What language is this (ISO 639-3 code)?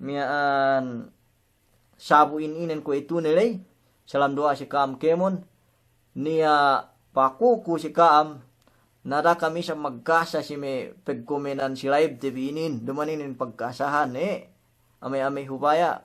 yka